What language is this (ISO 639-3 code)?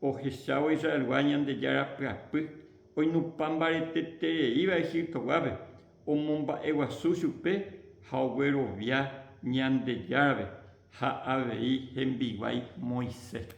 grn